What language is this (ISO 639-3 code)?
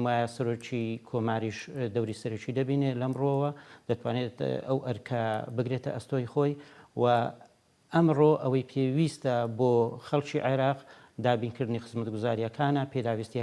ckb